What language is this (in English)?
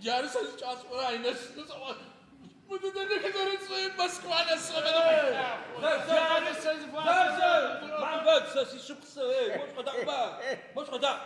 Adyghe